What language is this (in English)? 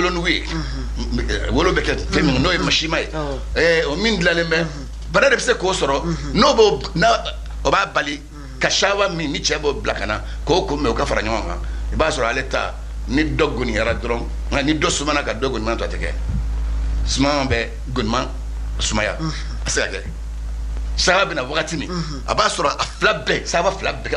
Bambara